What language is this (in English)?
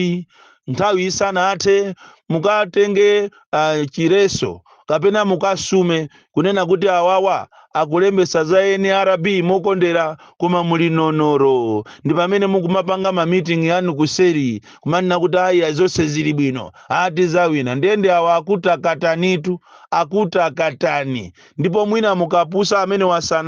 Nyanja